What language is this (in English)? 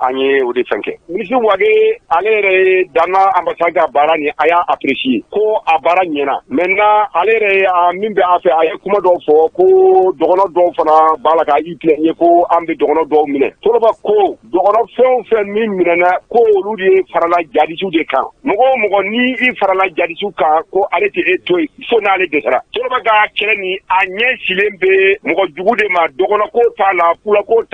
Bambara